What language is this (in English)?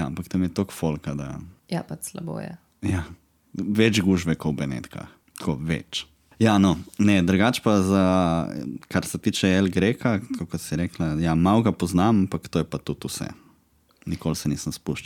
Slovenian